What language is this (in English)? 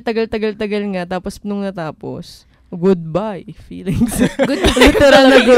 Filipino